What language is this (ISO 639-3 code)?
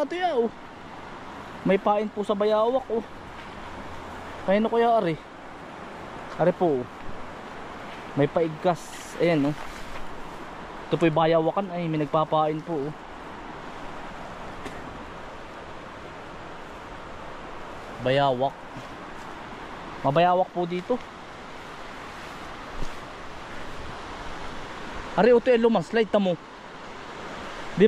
fil